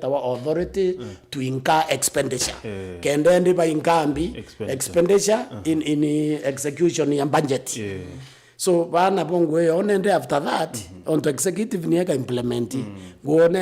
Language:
Meru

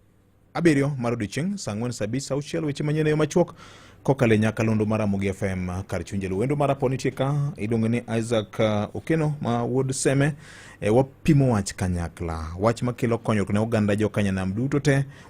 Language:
Luo (Kenya and Tanzania)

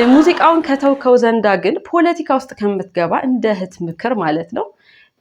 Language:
Amharic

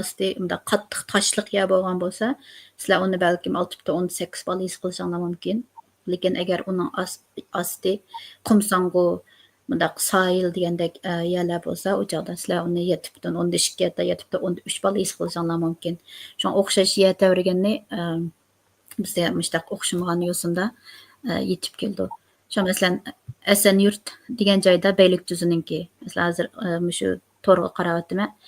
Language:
Uyghur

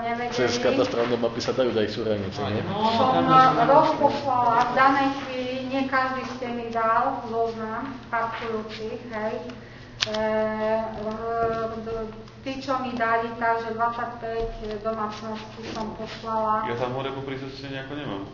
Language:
Slovak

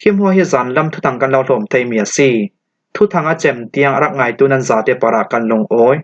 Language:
Falam Chin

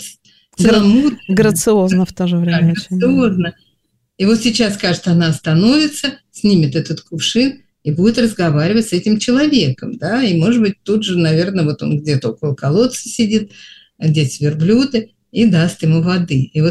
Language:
Russian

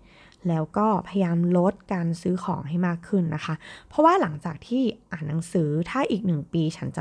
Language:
Thai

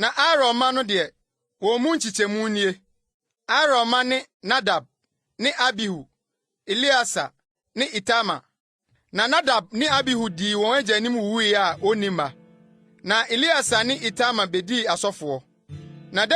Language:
Akan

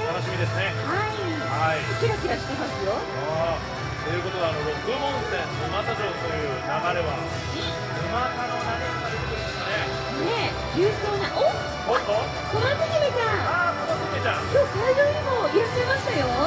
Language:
Japanese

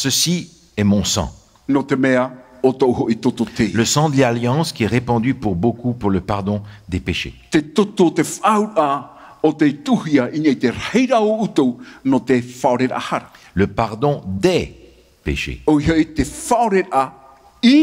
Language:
Tahitian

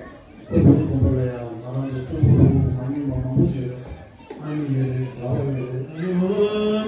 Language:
Tibetan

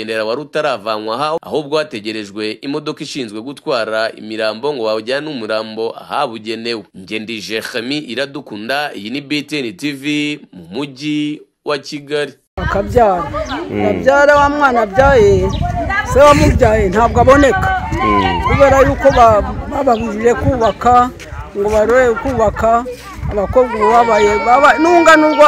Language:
Kinyarwanda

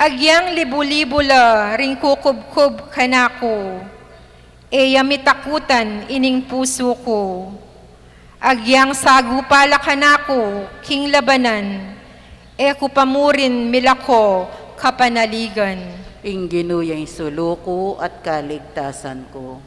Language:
Pampanga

